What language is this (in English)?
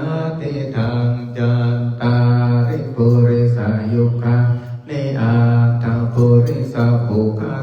Pali